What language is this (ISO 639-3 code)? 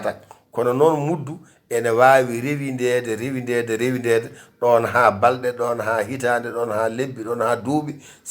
ful